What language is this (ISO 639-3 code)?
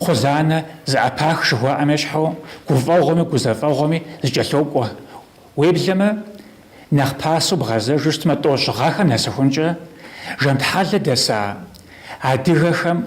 kbd